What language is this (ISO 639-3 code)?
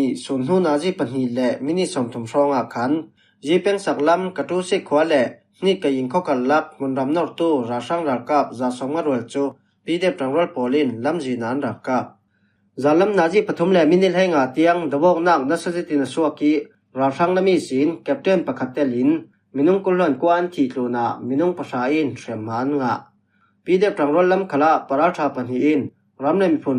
cfm